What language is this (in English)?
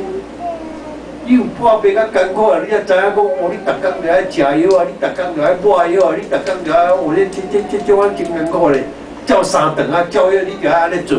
Min Nan Chinese